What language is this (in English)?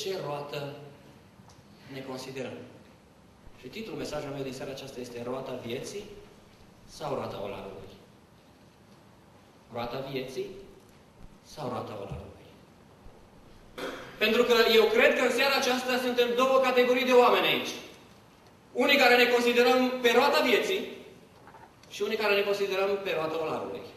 Romanian